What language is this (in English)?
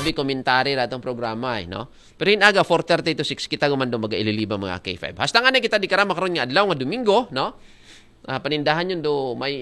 Aklanon